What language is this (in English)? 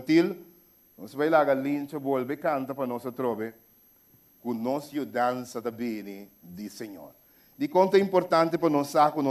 Papiamento